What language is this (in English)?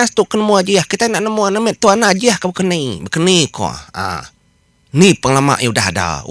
Iban